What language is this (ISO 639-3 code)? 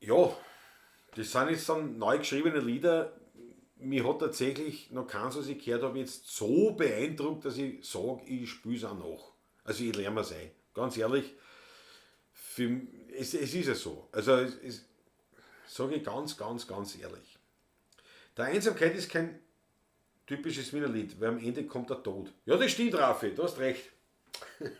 bar